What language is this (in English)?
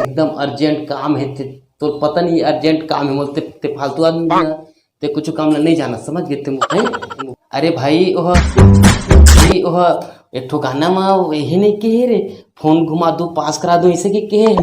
Chhattisgarhi